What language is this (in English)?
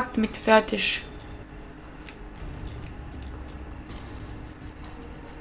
German